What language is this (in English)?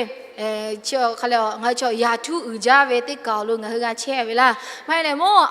Lahu